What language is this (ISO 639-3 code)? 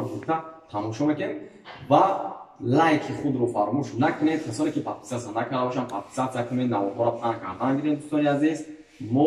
tgk